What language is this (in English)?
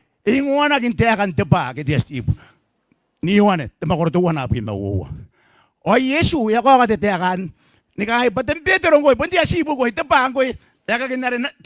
Gilbertese